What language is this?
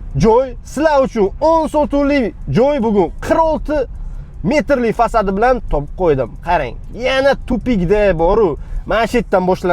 Uzbek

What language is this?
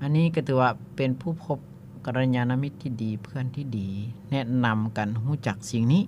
Lao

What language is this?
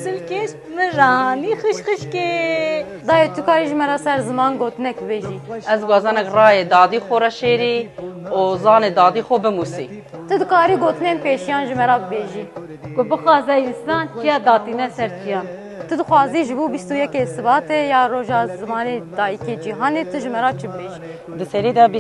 Kurdish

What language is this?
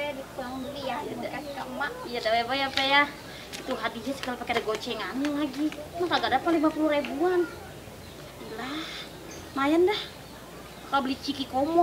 Betawi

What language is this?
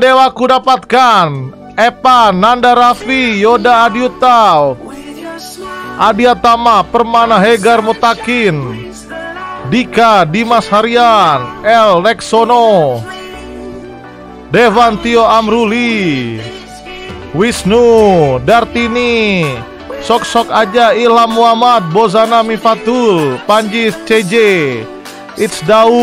Indonesian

